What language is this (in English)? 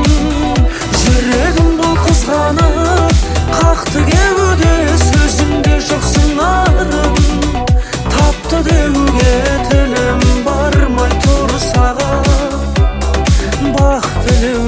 Kazakh